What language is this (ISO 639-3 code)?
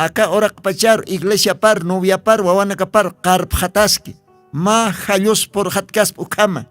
aym